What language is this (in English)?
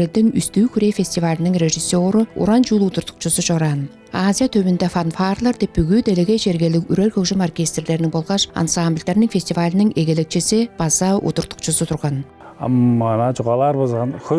Tuvinian